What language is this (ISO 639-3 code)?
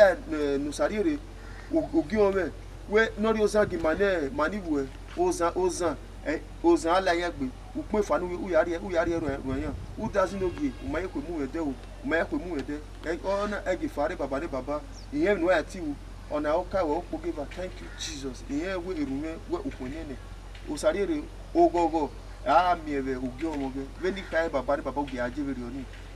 bin